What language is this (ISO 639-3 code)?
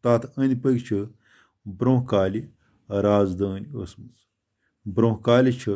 kas